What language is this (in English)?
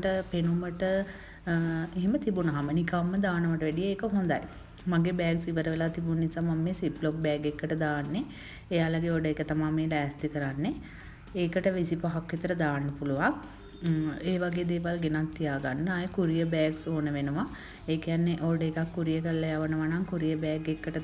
Sinhala